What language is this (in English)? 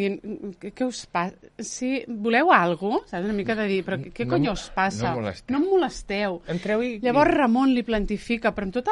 Catalan